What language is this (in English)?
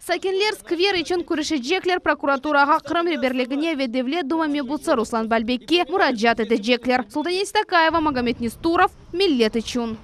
Crimean Tatar